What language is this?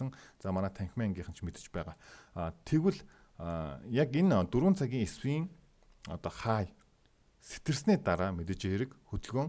Mongolian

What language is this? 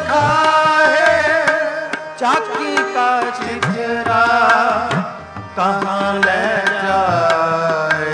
Punjabi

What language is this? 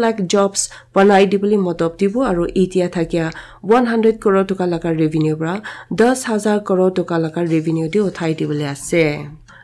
Naga Pidgin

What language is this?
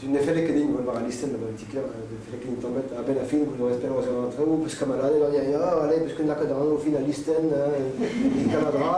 Breton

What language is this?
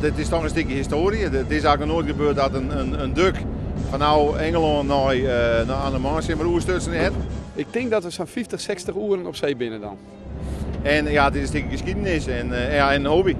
Western Frisian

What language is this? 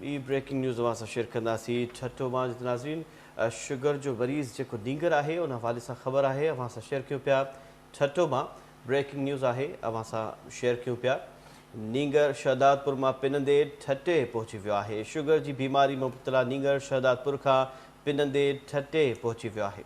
Sindhi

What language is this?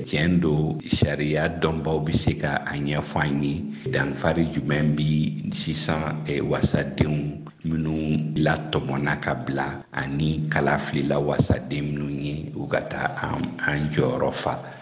Bambara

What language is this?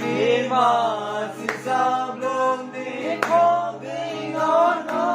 Kok Borok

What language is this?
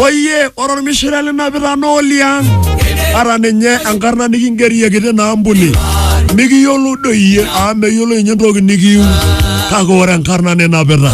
Masai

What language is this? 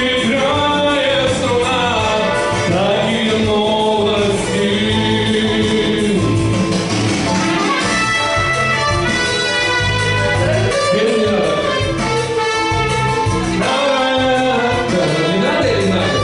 Russian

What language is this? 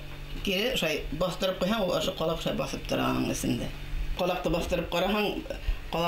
Bashkir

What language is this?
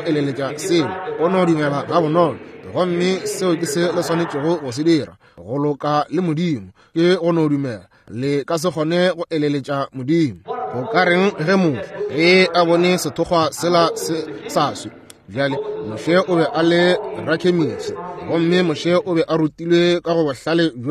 Northern Sotho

